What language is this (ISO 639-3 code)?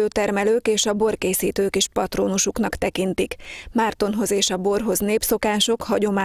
hun